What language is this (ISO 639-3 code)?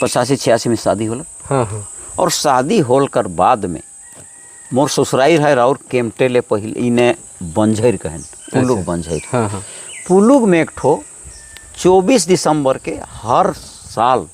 sck